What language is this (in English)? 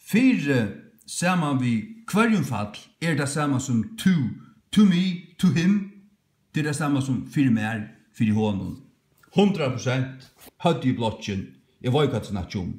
Faroese